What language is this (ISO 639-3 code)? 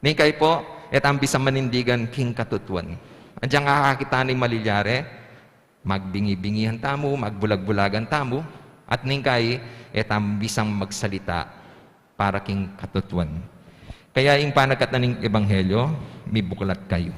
pam